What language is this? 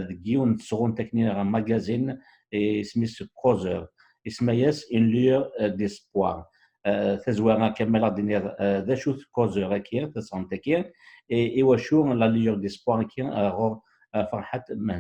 Kabyle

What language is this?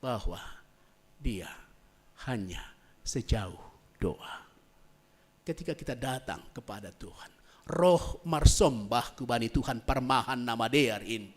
Batak Simalungun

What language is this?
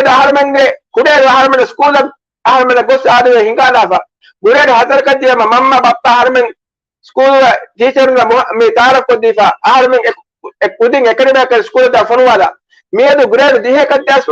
Divehi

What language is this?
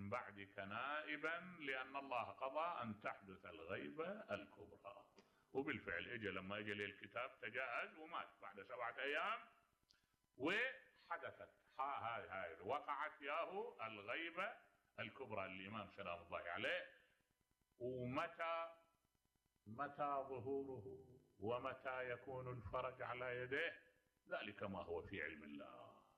Mesopotamian Arabic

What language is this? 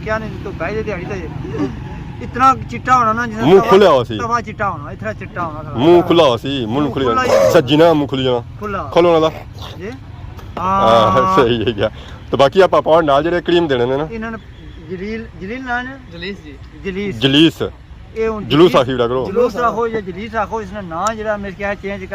Pahari-Potwari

